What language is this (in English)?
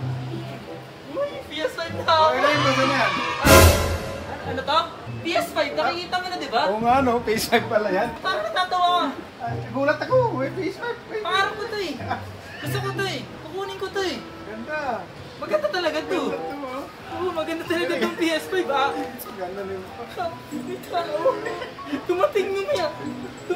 Filipino